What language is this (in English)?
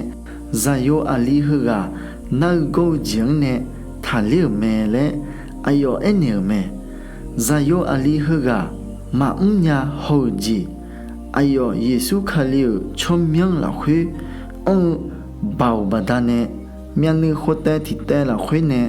Akha